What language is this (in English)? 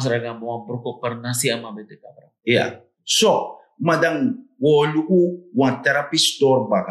Sranan Tongo